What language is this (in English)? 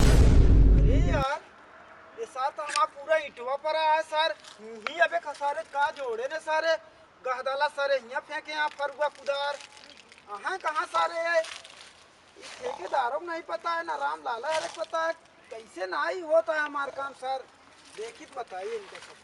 Awadhi